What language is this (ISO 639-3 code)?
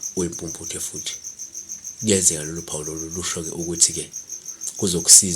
zul